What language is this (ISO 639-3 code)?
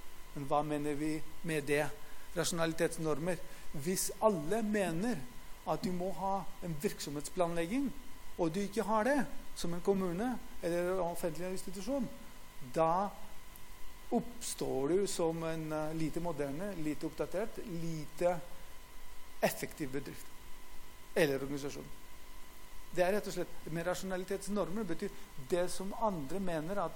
nor